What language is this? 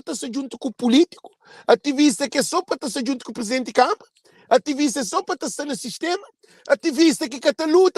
Kabuverdianu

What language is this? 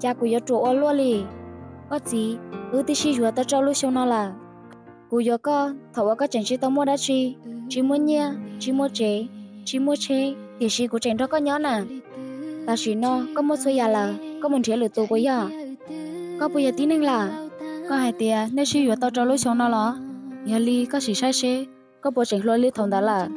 Hmong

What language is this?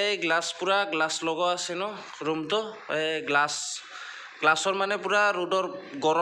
Assamese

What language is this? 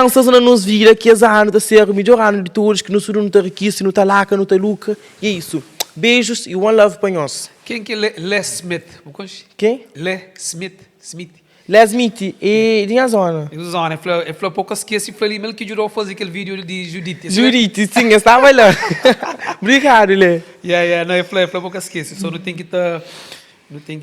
Kabuverdianu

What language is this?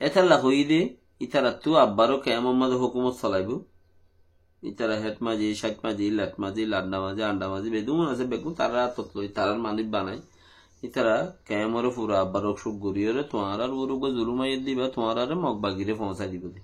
Rohingya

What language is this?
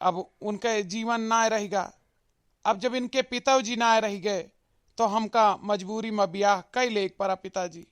Awadhi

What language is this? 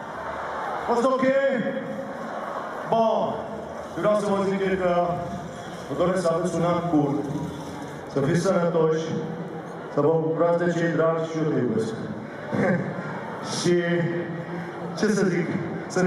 Romanian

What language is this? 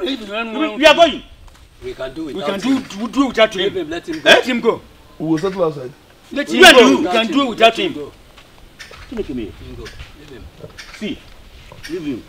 Nigerian Pidgin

